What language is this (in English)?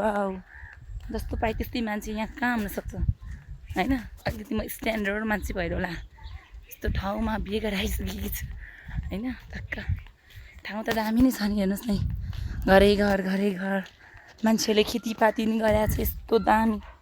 Nepali